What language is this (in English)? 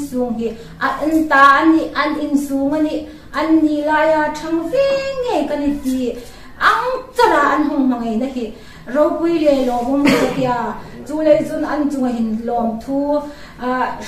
Hmar